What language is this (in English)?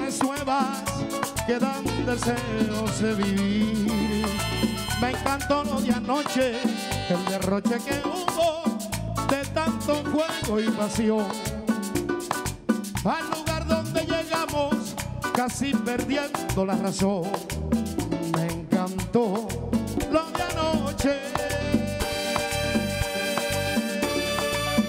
Spanish